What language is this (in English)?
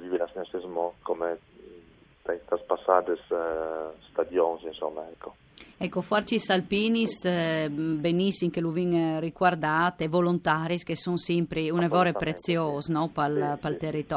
Friulian